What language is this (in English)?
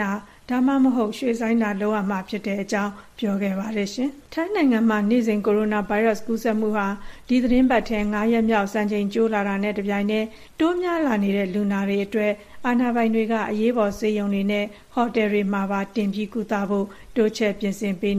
Burmese